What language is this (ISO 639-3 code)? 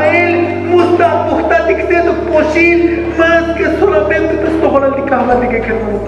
tzo